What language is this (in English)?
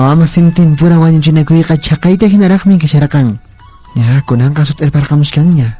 Quechua